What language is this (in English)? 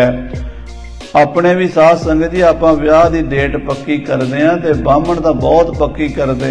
Punjabi